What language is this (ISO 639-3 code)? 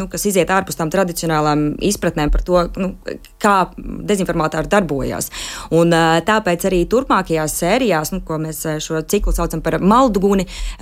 lav